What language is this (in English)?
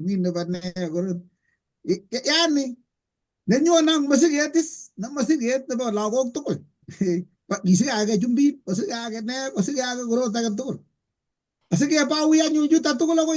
Kalenjin